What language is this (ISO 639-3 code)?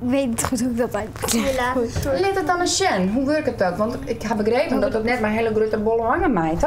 fry